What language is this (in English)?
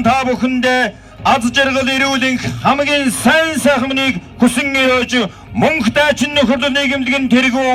Mongolian